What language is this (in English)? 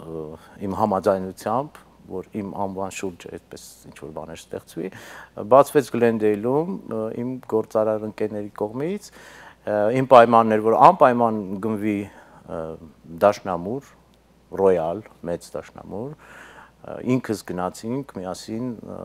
Armenian